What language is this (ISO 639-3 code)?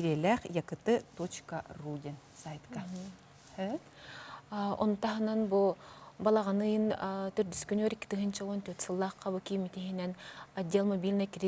sah